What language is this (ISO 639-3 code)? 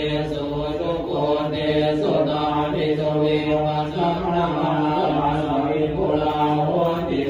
pli